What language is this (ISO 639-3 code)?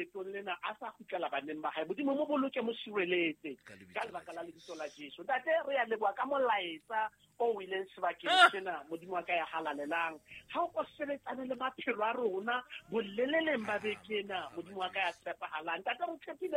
sot